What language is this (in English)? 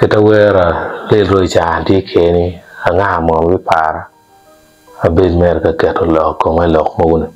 Acoli